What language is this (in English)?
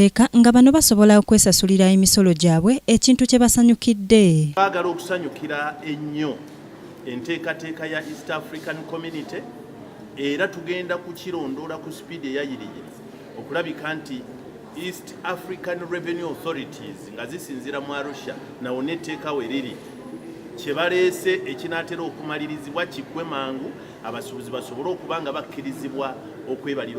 Ganda